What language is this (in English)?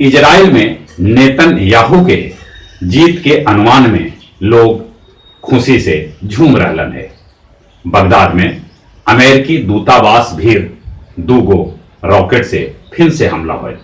Magahi